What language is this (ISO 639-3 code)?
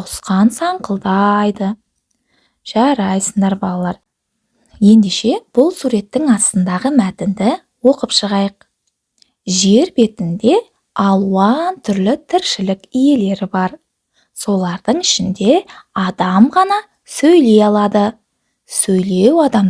kaz